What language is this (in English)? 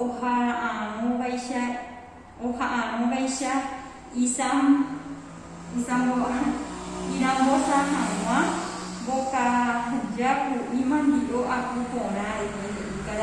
Guarani